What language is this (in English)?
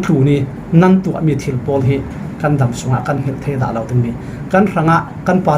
Falam Chin